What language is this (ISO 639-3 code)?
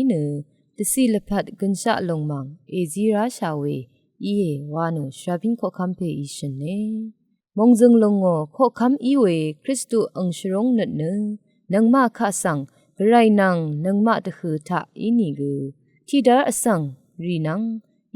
raw